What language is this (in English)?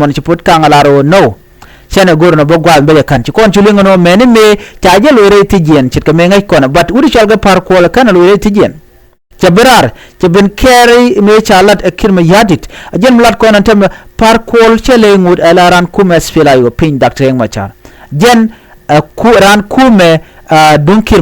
Nuer